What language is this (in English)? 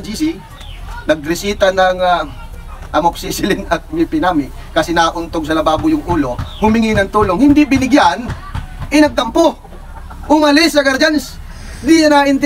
Filipino